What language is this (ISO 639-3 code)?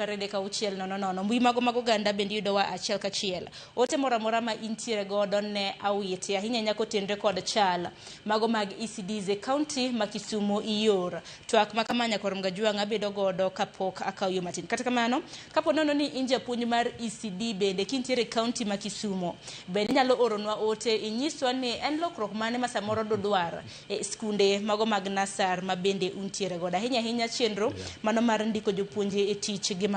luo